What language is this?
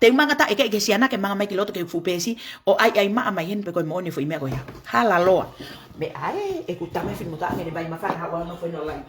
Tongan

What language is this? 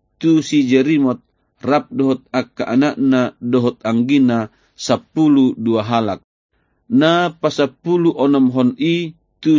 Batak Toba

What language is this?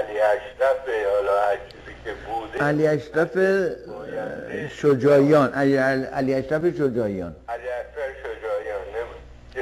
Persian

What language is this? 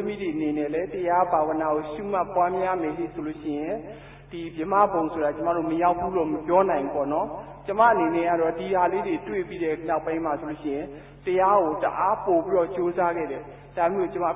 Burmese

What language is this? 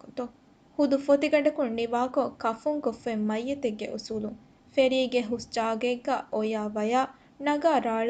Divehi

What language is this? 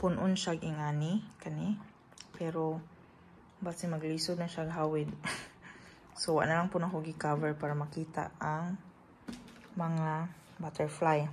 Cebuano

